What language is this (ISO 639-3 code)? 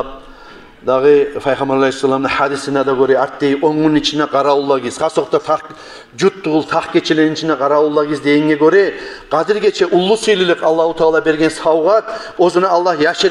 kum